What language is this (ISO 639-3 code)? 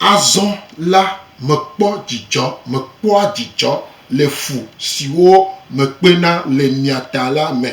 gej